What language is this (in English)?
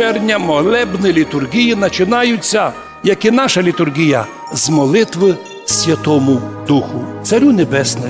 Rusyn